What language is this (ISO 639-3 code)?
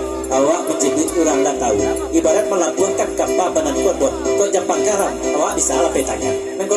min